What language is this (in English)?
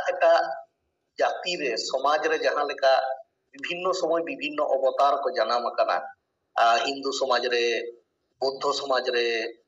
Santali